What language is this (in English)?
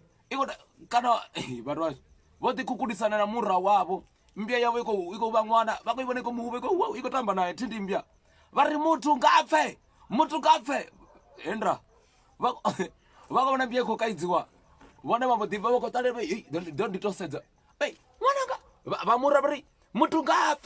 Venda